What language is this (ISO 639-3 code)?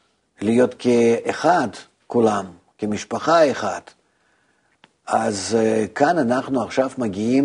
heb